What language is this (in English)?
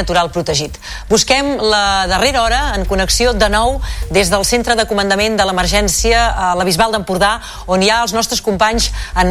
Catalan